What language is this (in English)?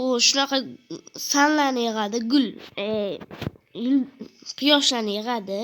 Uzbek